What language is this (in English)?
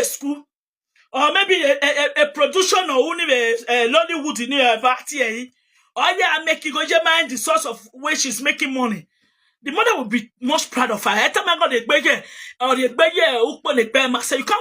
Nigerian Pidgin